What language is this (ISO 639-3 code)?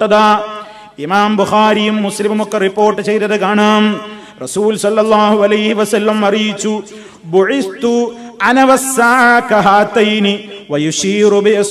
mal